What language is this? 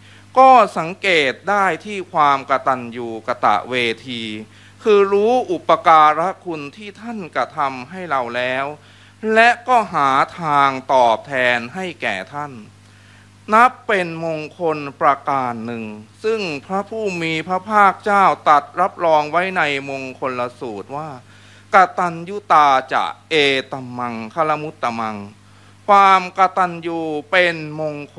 Thai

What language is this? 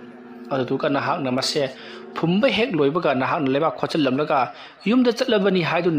Manipuri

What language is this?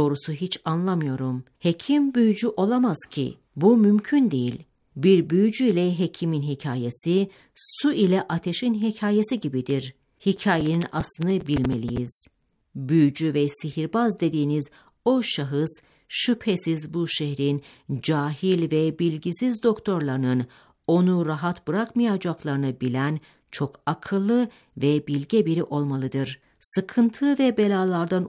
Turkish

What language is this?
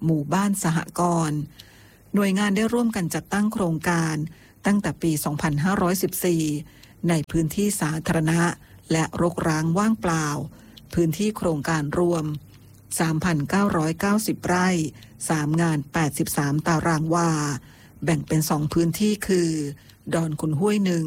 Thai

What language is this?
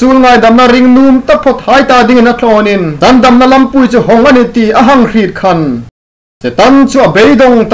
Hmar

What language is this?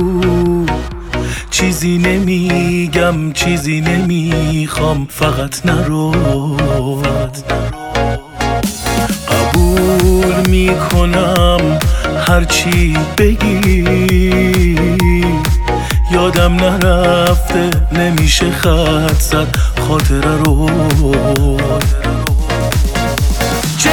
Persian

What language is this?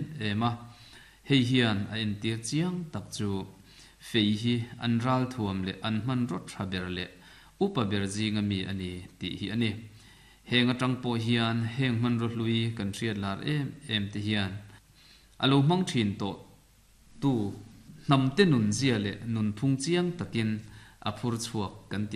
Mizo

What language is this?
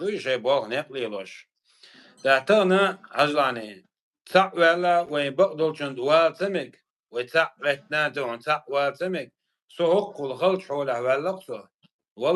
Chechen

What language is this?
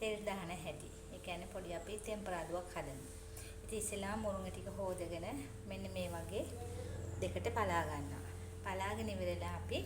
Sinhala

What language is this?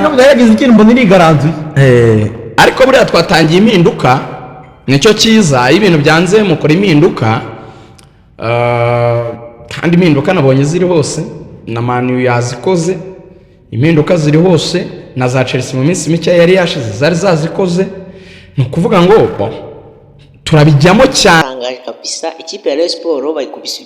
Kinyarwanda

